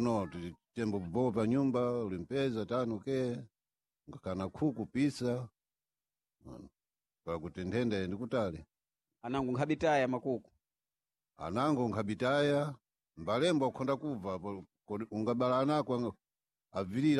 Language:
Sena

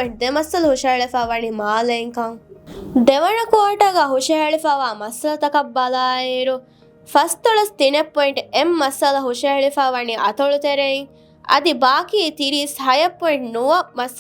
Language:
Divehi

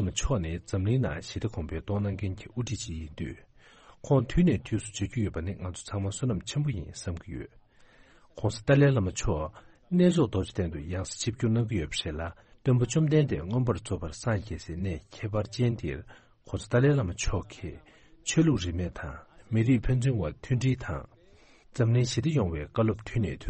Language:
Tibetan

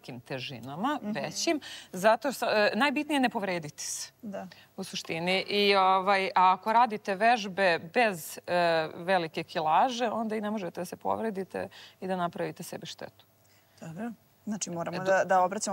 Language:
Serbian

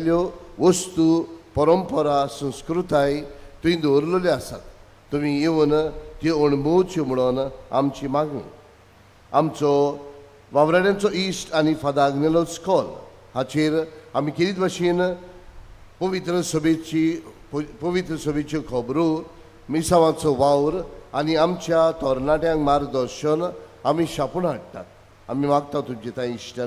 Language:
Konkani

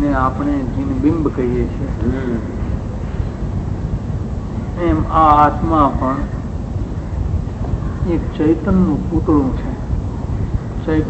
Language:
Gujarati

